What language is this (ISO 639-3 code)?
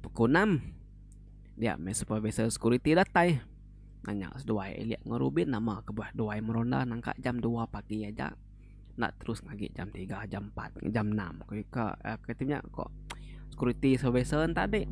iba